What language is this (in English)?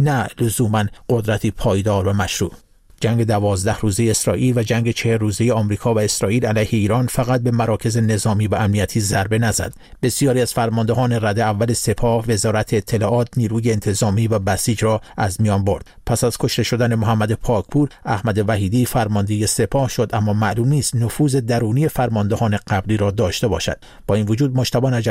Persian